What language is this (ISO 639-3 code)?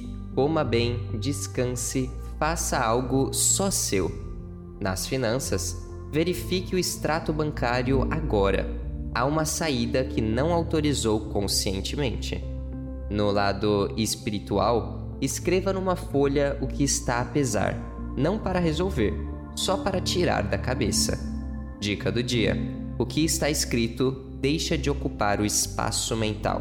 por